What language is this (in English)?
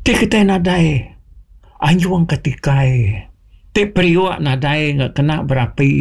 Iban